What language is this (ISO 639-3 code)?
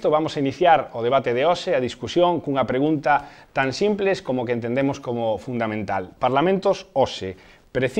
glg